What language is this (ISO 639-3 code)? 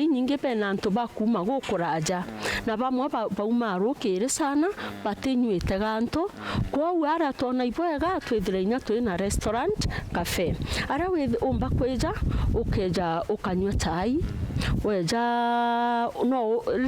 mer